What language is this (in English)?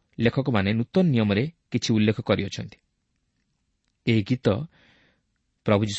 Odia